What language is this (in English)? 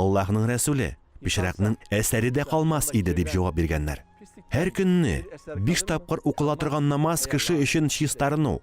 Tatar